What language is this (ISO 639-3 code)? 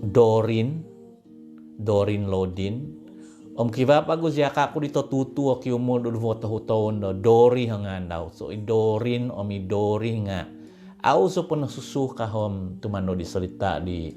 dtp